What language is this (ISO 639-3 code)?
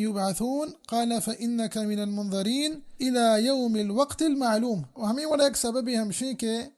bal